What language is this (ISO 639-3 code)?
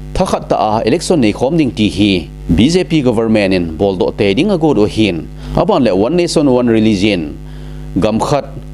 tcz